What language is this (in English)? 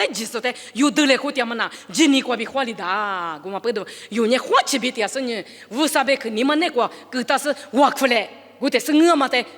Lisu